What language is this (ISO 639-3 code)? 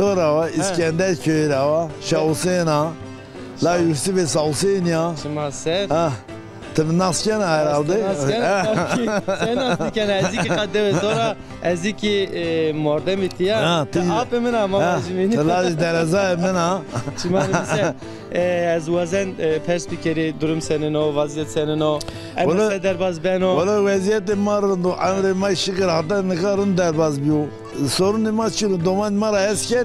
zza